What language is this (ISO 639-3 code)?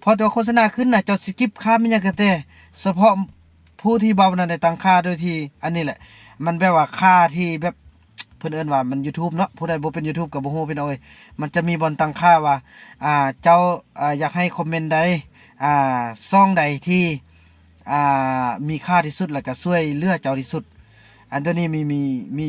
lao